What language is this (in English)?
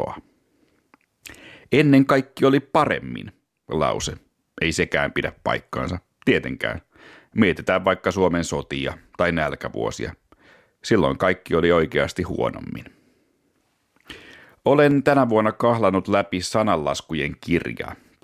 Finnish